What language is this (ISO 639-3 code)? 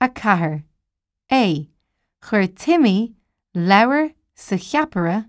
gle